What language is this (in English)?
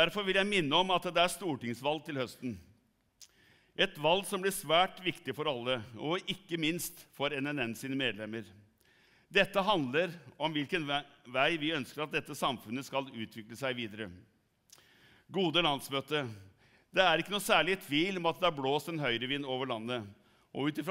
Norwegian